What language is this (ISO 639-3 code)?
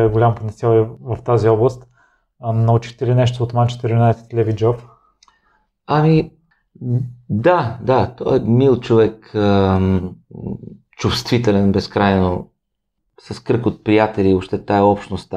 bul